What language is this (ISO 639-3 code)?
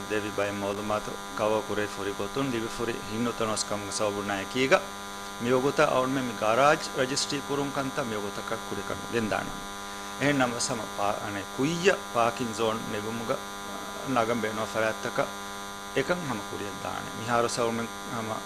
div